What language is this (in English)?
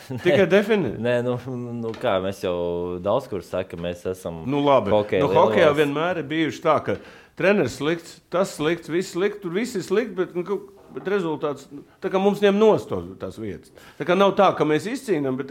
Latvian